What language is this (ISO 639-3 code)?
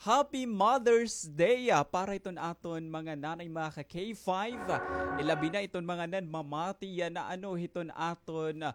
war